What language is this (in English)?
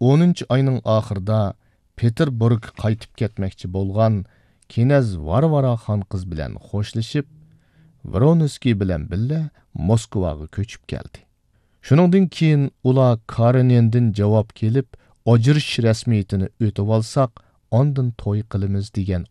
Uyghur